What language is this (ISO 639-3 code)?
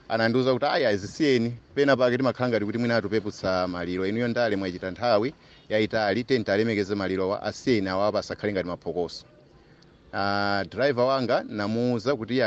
nya